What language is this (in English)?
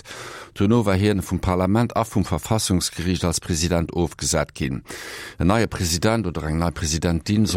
Luxembourgish